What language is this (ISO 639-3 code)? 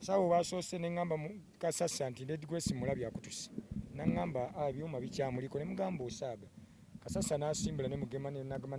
lug